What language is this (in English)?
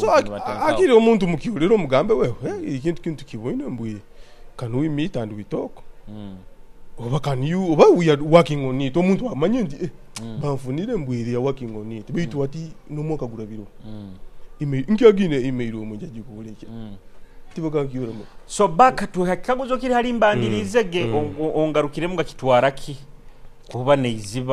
Nyoro